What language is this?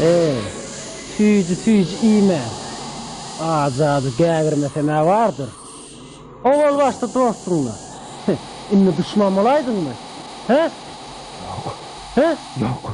Turkmen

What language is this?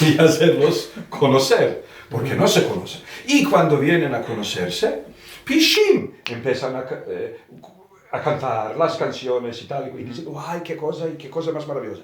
Ladino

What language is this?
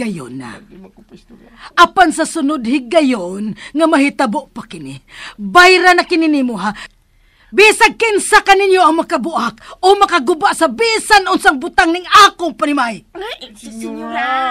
Cebuano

